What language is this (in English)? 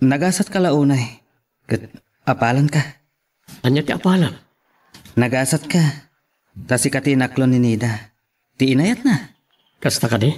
Iloko